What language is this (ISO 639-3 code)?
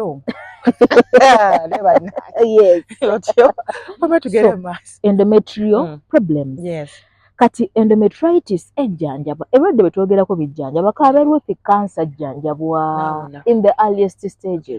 lug